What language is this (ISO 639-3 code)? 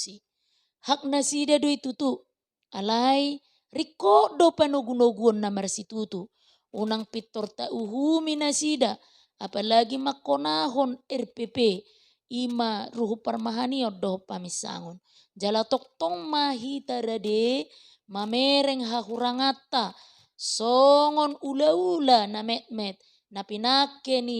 bbc